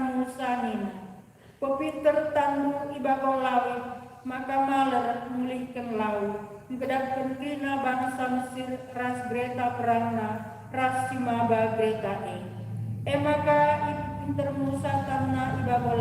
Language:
Batak Karo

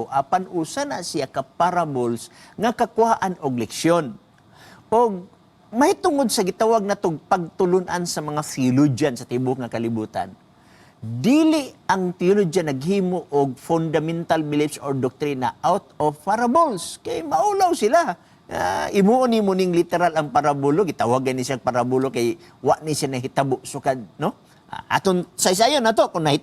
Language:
Cebuano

